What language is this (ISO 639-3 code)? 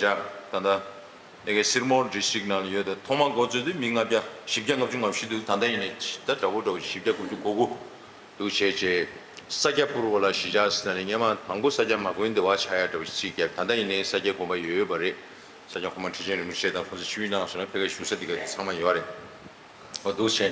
bod